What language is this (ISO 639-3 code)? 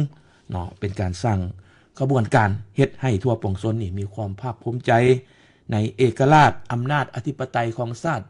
lao